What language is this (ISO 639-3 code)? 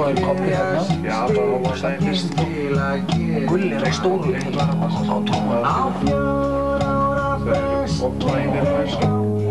isl